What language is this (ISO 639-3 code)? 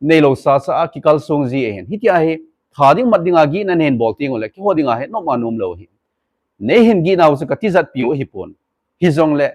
tcz